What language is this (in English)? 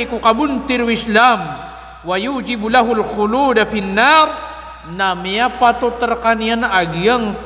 Maranao